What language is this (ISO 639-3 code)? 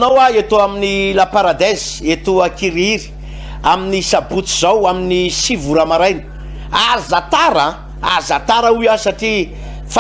mlg